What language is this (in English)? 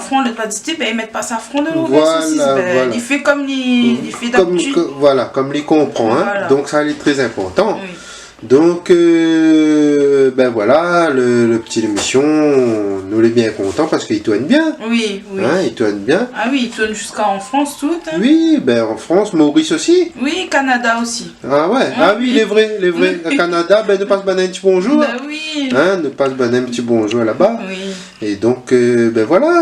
Réunion Creole French